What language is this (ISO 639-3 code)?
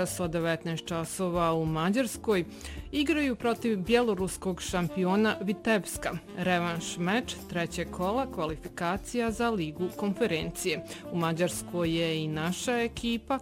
bos